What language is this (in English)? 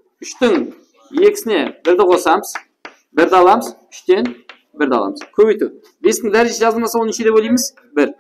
Kara-Kalpak